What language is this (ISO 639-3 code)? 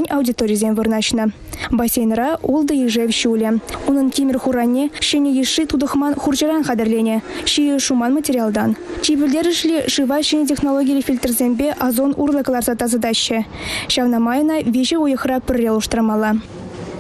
chv